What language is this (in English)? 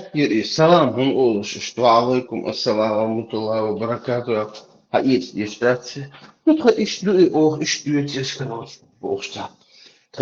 Chechen